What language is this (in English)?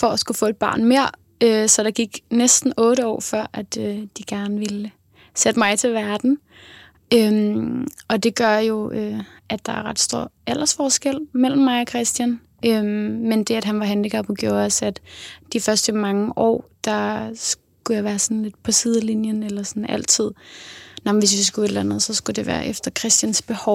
Danish